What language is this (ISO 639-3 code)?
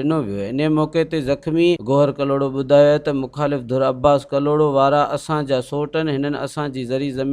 snd